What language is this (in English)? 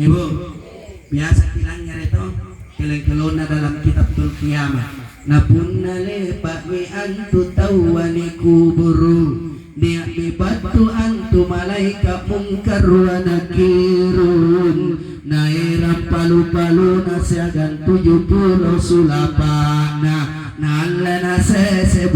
Makasar